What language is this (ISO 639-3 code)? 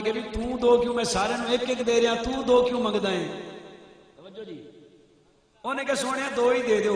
skr